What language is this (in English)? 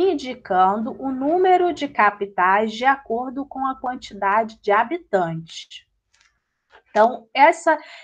Portuguese